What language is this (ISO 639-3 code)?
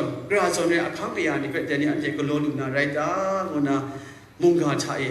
kac